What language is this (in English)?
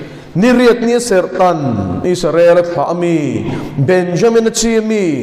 Mizo